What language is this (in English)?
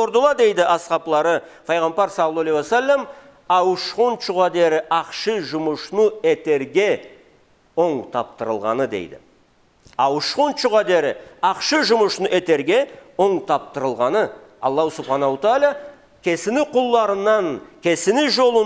Karachay-Balkar